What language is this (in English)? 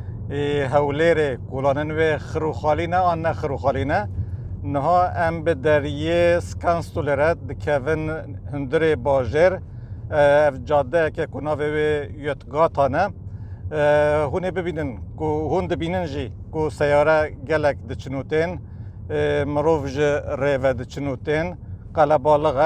Kurdish